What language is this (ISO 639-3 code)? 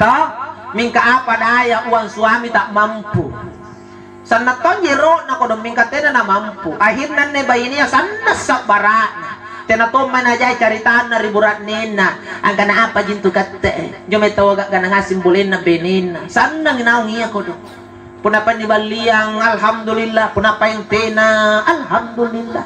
mak